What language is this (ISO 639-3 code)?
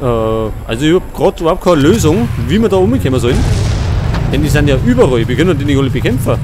bar